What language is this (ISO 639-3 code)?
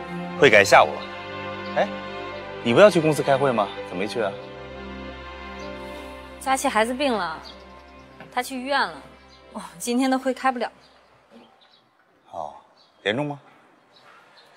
zho